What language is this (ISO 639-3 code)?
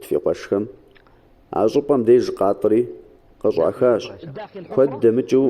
kbd